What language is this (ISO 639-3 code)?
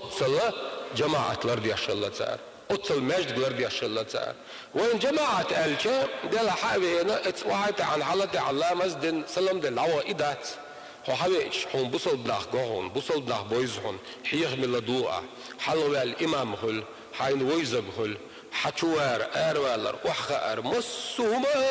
che